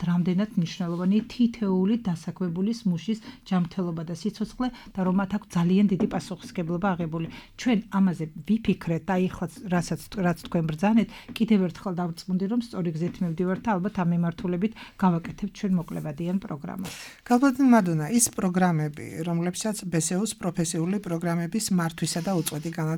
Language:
Georgian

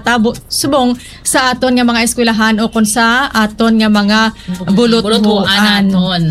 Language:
Hiligaynon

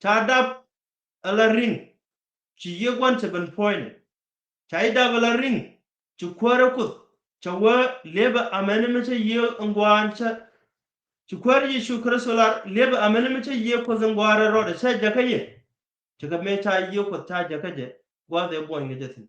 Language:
Nuer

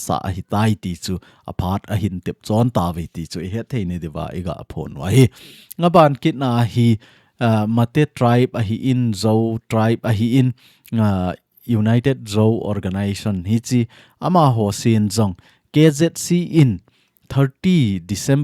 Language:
Thado Chin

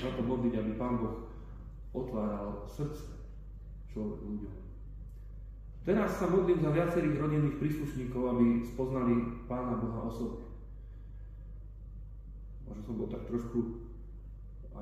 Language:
Slovak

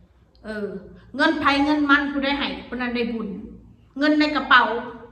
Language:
Northeastern Thai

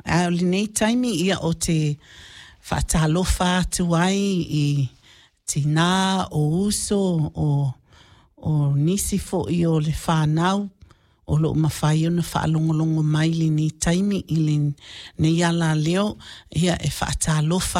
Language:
Samoan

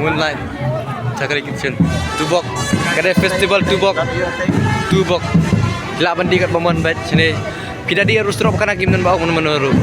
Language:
Khasi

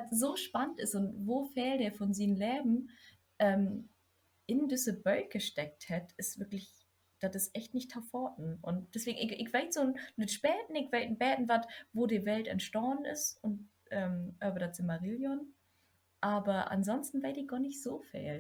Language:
Low German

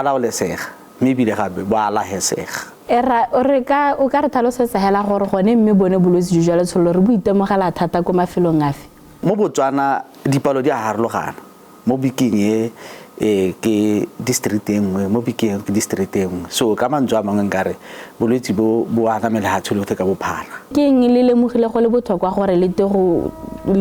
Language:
Tswana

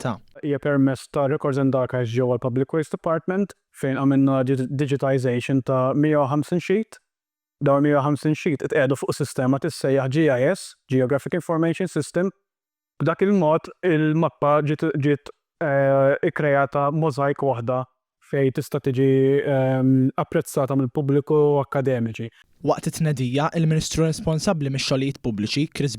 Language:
Maltese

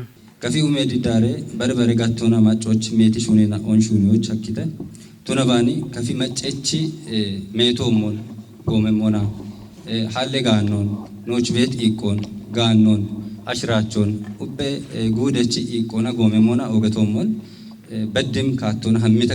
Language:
Kafa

